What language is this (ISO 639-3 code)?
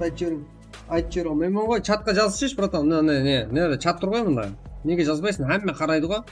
kaa